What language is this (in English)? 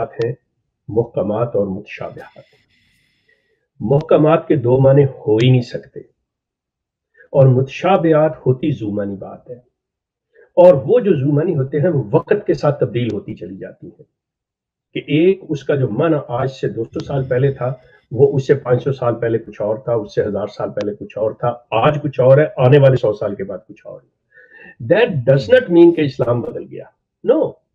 Urdu